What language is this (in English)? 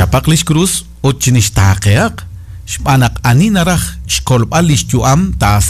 Kekchí